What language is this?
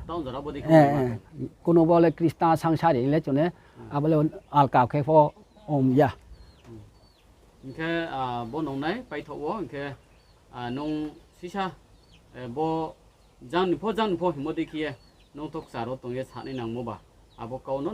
Riang (India)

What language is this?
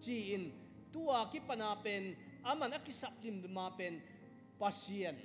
Tedim Chin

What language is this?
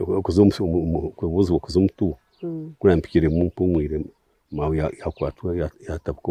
Nyankole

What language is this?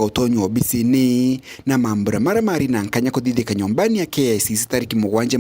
Meru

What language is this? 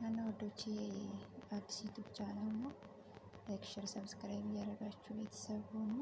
Amharic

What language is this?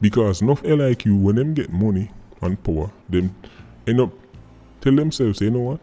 Jamaican Creole English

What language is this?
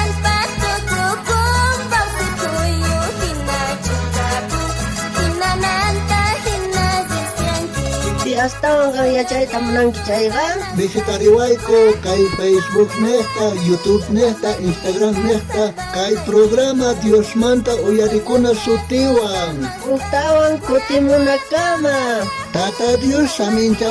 South Bolivian Quechua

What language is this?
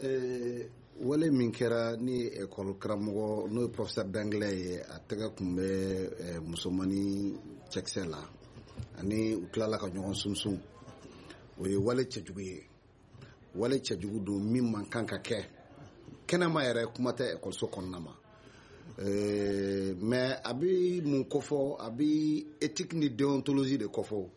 Bambara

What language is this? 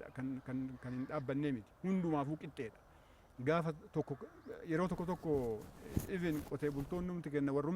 Oromo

